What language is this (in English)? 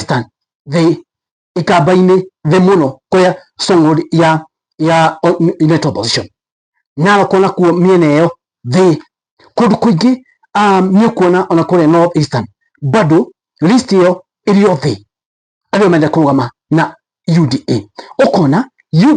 Kikuyu